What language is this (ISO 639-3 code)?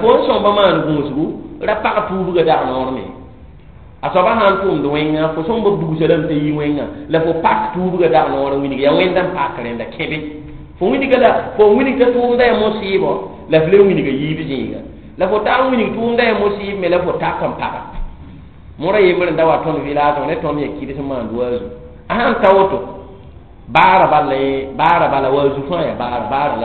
mos